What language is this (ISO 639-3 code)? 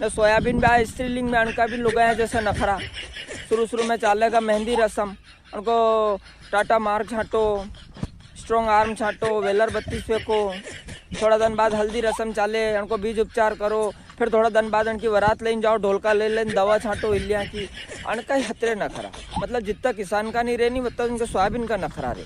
raj